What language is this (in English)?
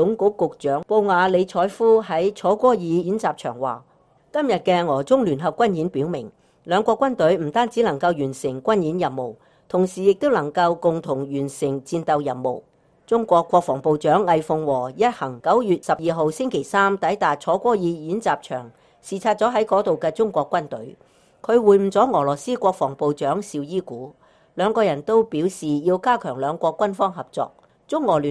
Cantonese